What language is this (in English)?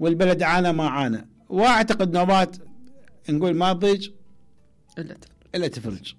Mesopotamian Arabic